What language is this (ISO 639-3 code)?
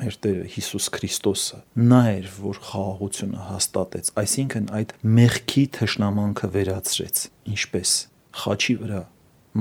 hye